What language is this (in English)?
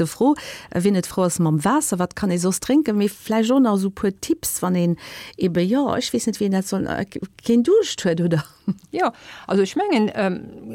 Luxembourgish